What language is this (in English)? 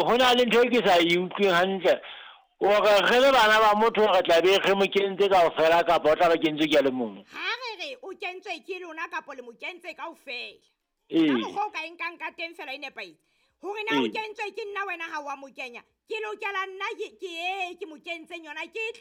Southern Sotho